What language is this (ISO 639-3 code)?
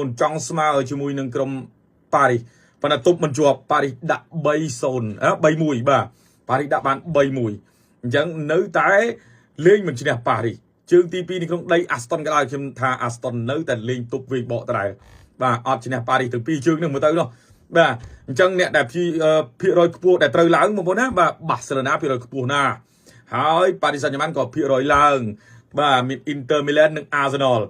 khm